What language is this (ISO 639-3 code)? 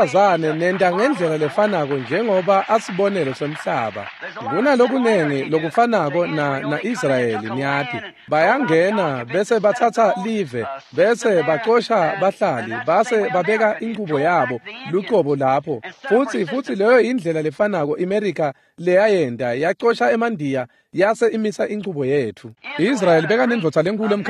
ssw